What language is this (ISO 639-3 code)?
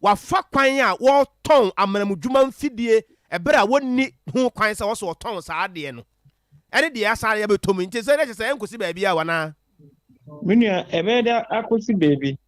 aka